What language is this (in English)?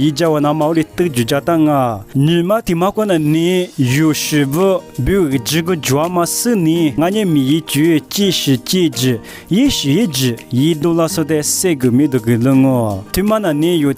Lisu